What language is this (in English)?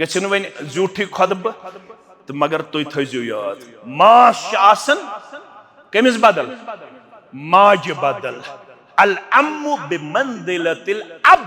Kashmiri